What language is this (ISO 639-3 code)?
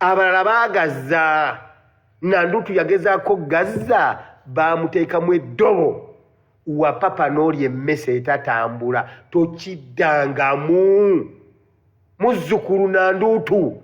lug